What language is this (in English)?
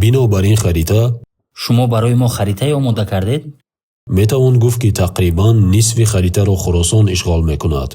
Tajik